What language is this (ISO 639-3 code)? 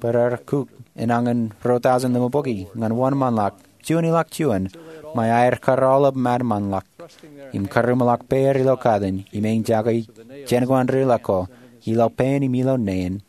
mah